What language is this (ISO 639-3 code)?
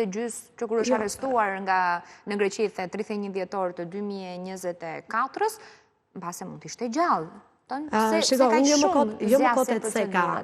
sqi